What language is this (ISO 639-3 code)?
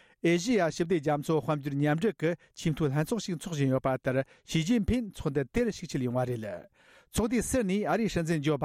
bod